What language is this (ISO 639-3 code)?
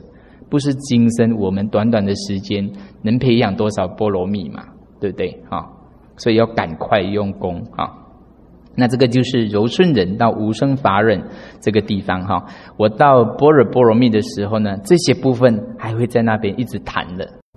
zho